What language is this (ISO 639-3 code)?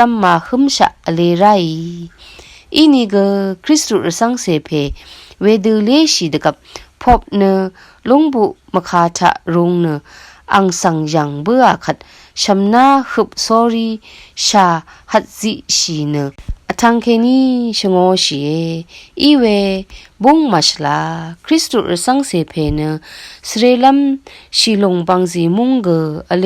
raw